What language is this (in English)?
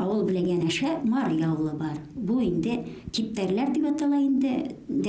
Bashkir